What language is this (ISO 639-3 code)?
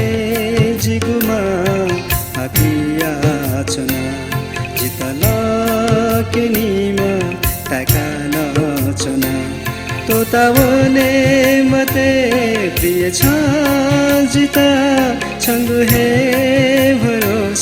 new